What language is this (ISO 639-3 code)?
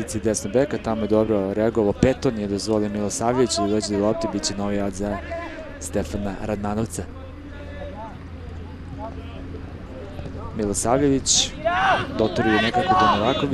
srp